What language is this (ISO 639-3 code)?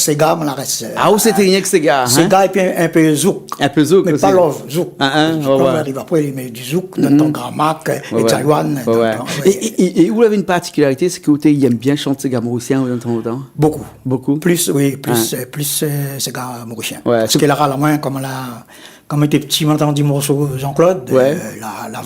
rcf